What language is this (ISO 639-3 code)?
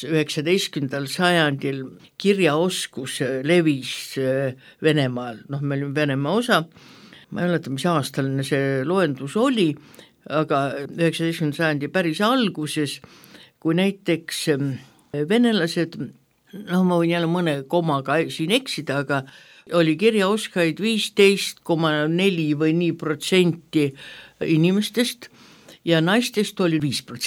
est